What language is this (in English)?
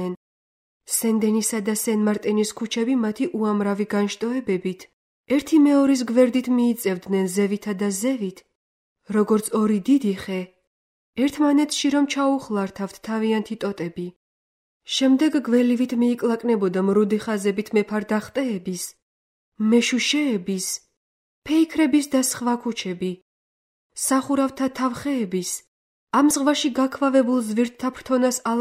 Georgian